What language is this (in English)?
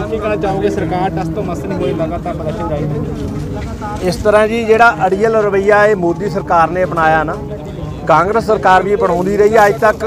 Punjabi